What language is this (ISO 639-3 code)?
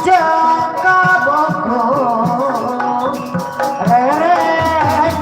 bew